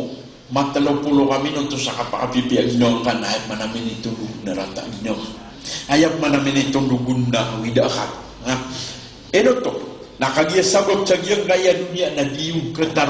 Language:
Maranao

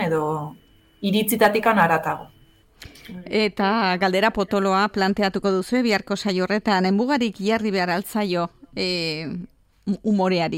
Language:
Basque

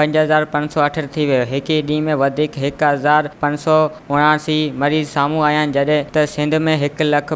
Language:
Sindhi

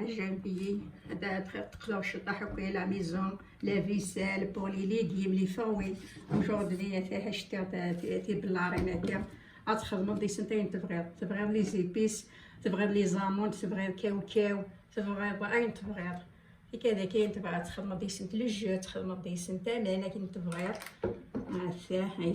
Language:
Kabyle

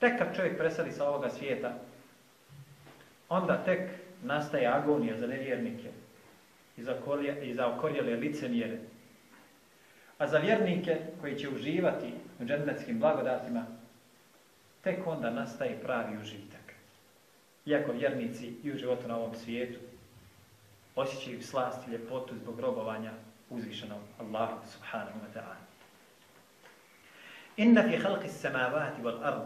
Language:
Bosnian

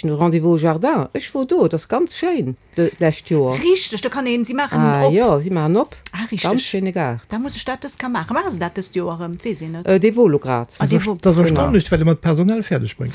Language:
Luxembourgish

